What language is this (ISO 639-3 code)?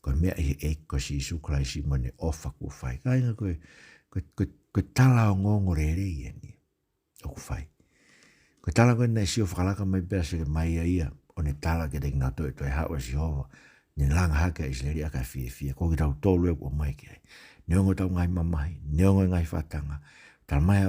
ton